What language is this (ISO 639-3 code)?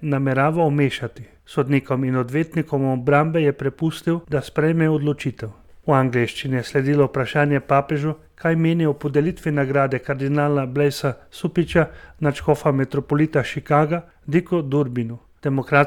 slv